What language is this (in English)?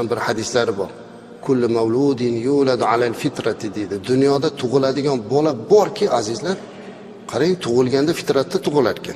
Uzbek